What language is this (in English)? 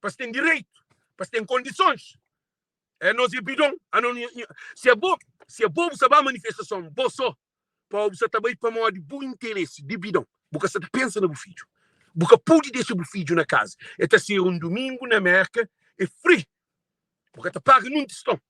Kabuverdianu